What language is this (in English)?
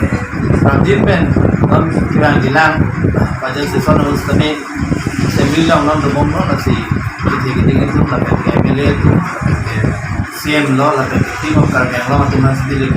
Karbi